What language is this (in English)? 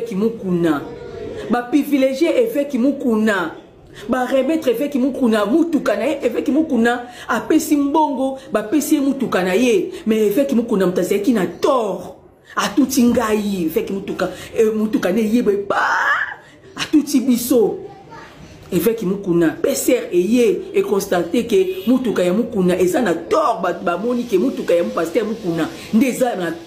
Lingala